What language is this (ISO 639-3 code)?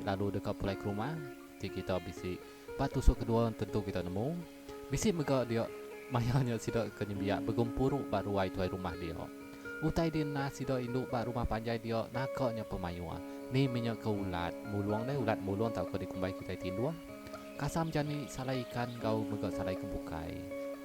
iba